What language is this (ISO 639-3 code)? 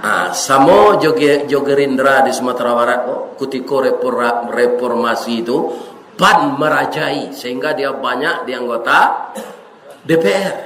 min